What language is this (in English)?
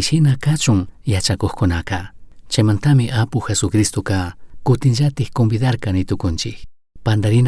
Chimborazo Highland Quichua